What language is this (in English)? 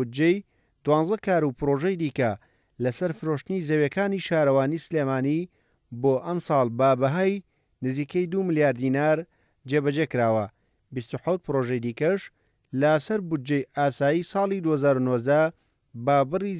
Central Kurdish